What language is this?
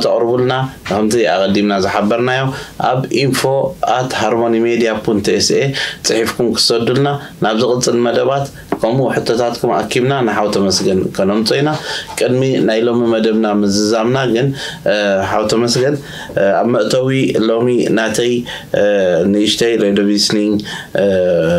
Tigrinya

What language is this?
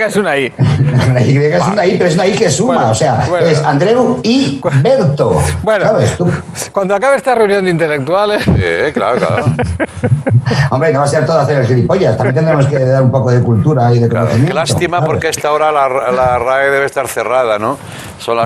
Spanish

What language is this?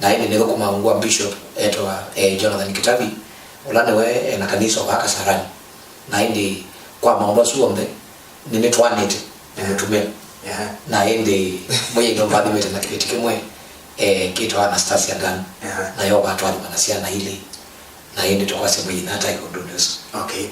Kamba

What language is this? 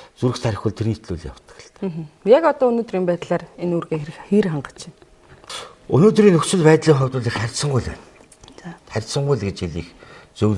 Mongolian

